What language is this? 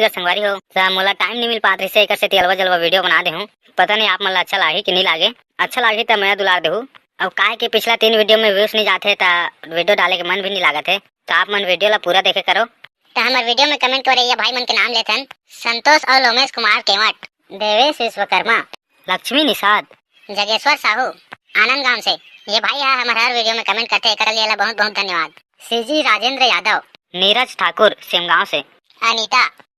Chhattisgarhi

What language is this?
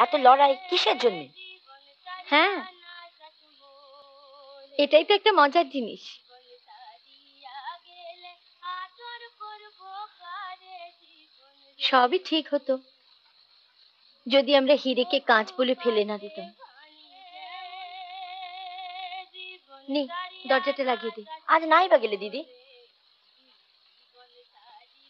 Bangla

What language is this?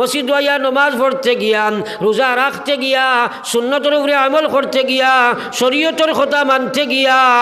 Sylheti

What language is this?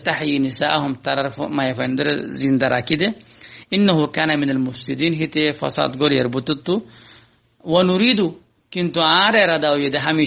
Rohingya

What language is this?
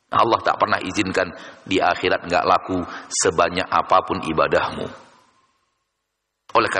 Indonesian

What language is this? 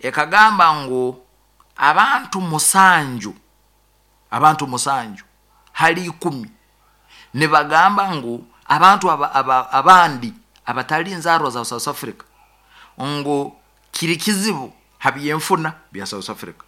Nyoro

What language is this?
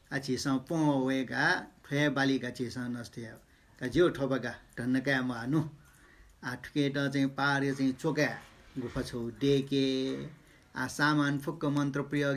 Newari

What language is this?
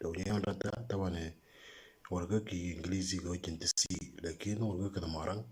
Moro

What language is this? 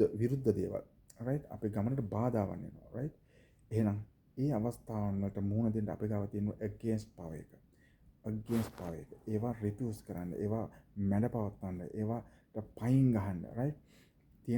Sinhala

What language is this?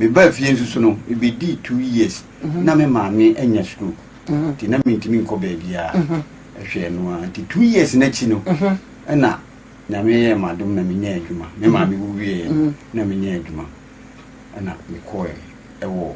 Akan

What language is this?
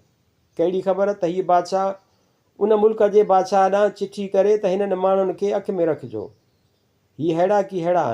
Sindhi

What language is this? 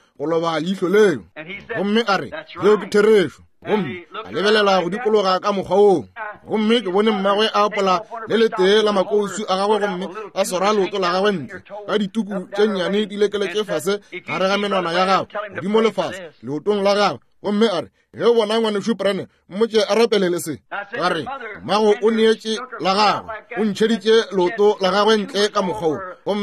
Northern Sotho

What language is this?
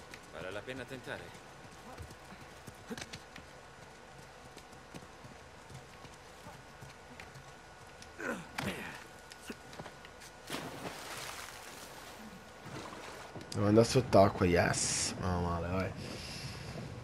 Italian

